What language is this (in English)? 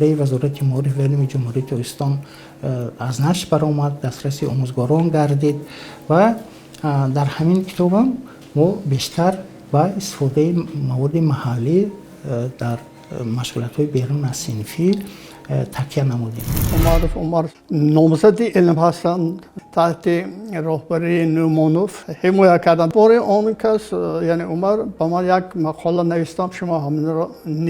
Tajik